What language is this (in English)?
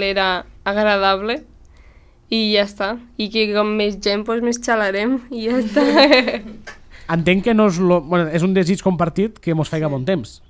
Catalan